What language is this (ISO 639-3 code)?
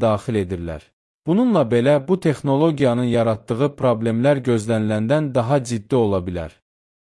aze